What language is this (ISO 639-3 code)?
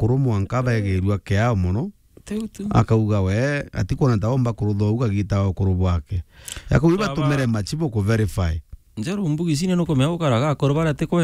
mer